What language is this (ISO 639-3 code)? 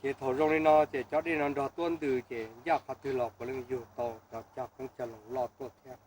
hmn